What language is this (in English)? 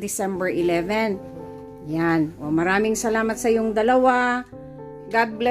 Iloko